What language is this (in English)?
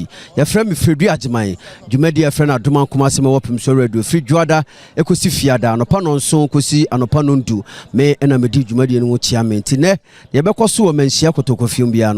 Akan